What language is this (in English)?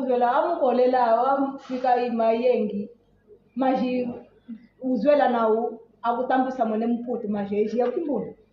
Kimbundu